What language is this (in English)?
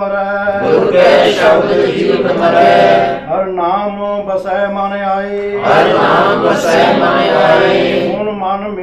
Punjabi